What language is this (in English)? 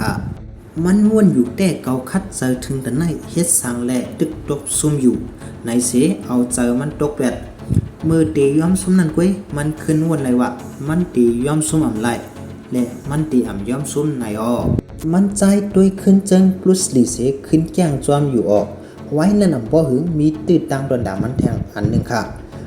Shan